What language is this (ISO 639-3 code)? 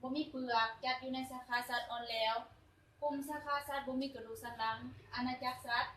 tts